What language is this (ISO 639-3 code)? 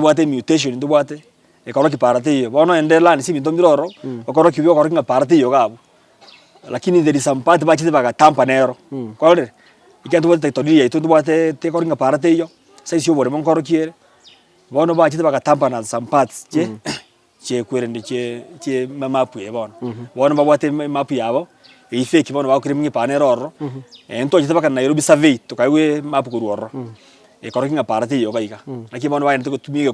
guz